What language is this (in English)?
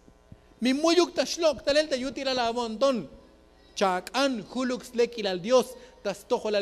Tzotzil